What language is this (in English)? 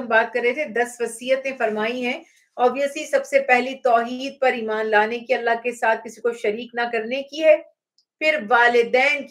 Urdu